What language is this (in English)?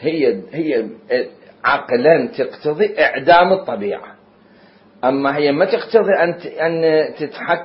Mesopotamian Arabic